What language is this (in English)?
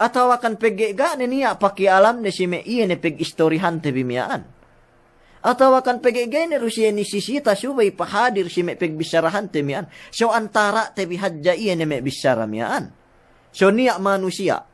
Yakan